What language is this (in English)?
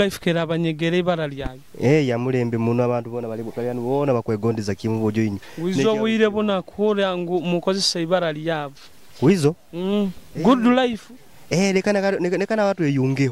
Nyoro